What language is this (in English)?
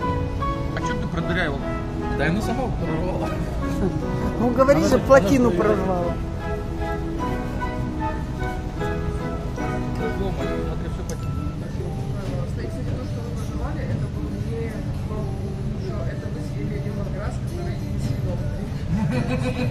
Russian